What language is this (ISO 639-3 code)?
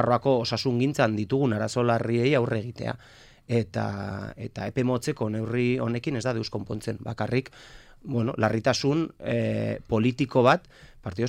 eus